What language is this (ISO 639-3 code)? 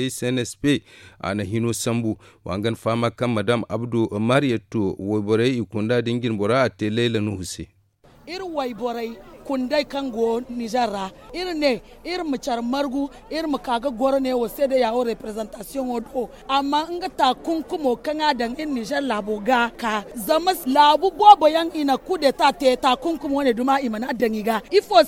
dje